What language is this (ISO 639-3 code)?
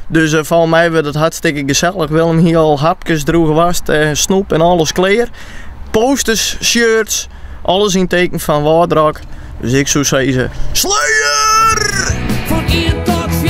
fry